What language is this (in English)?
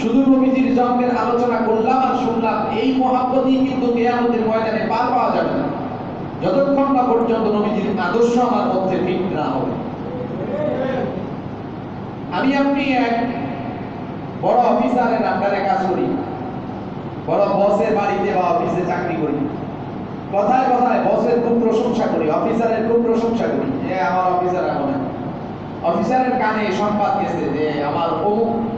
Bangla